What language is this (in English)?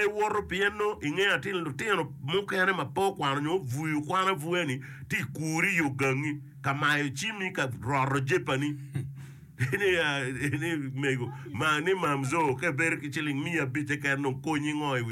Acoli